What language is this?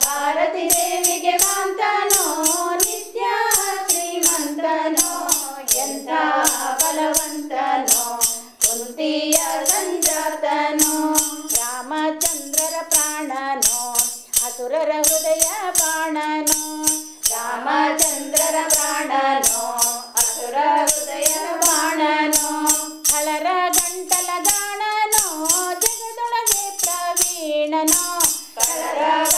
Kannada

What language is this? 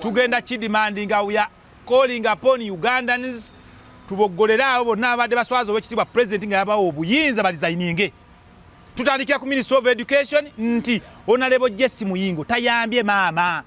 Ganda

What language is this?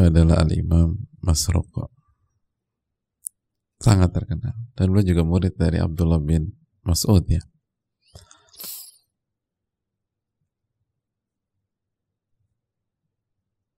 Indonesian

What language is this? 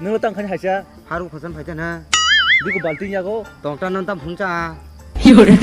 Kok Borok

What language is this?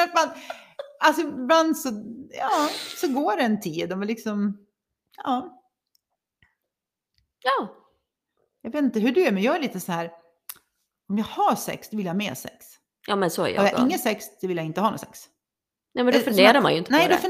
Swedish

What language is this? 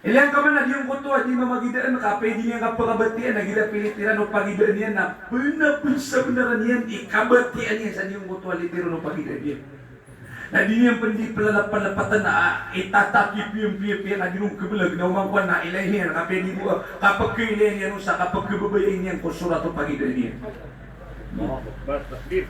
Maranao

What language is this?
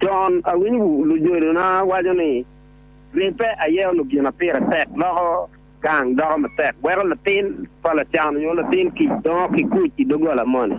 Acoli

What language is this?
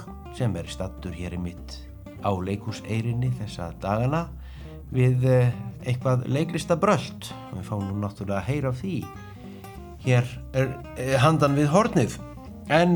Icelandic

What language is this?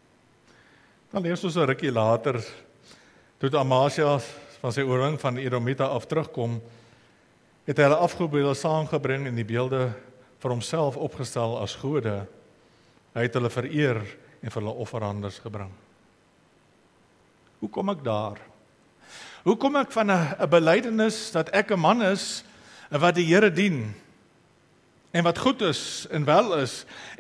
Afrikaans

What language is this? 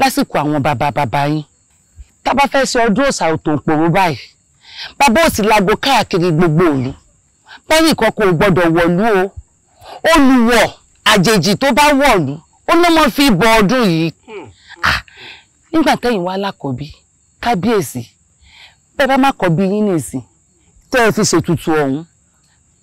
Yoruba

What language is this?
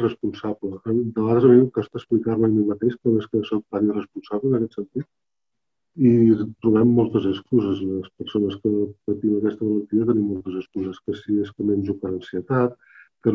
Catalan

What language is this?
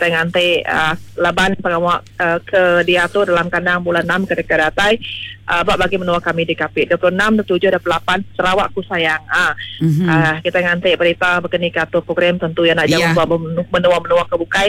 Iban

